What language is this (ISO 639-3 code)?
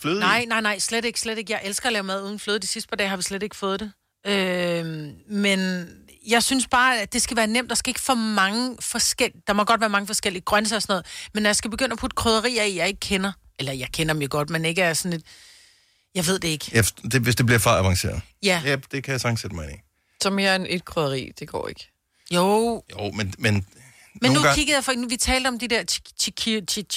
dan